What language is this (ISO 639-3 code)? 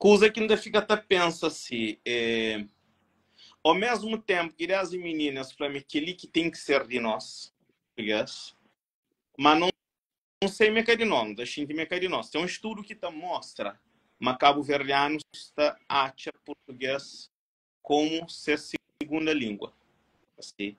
kea